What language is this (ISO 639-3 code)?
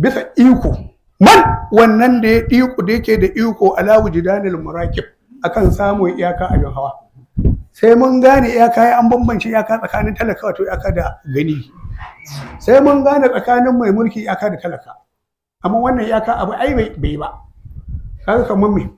hau